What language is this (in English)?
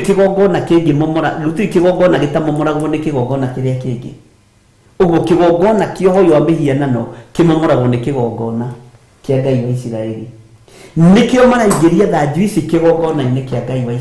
Kikuyu